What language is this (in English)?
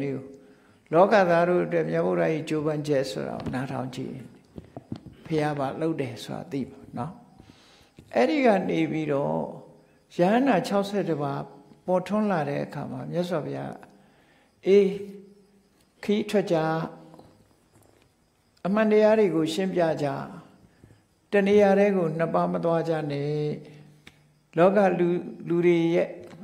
Burmese